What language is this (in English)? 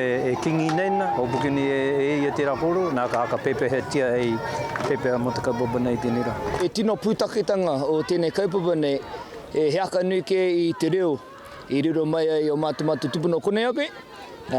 Māori